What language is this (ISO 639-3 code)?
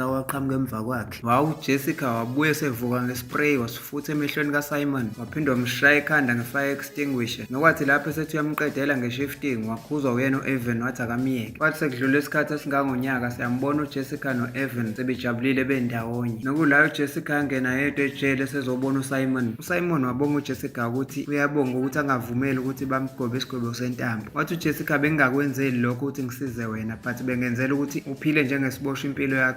zul